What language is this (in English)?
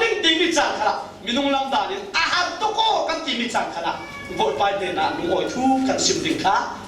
Falam Chin